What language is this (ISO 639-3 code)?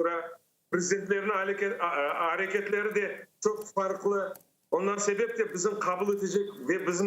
crh